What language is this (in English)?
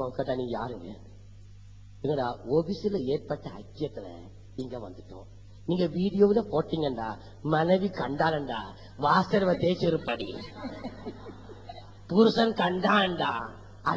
Tamil